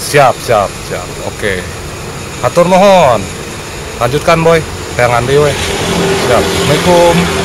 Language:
Sundanese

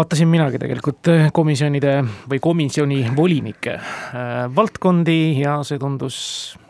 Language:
Estonian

